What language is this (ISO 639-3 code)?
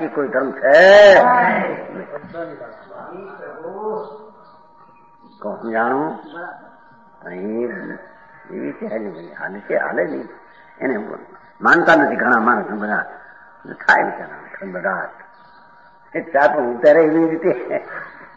guj